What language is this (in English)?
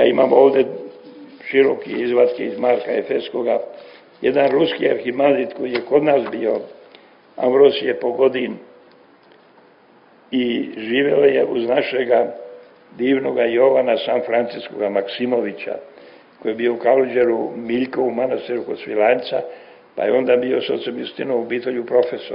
Serbian